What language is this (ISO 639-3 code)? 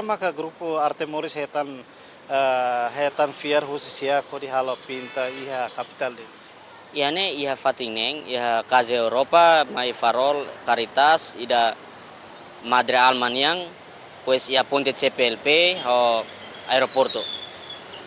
tet